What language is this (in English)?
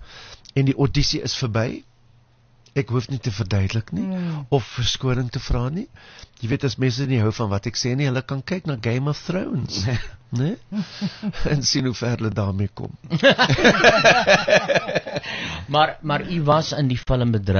Afrikaans